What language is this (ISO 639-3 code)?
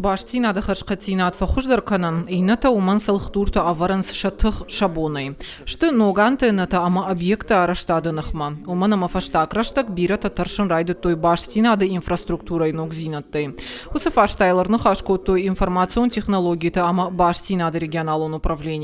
oss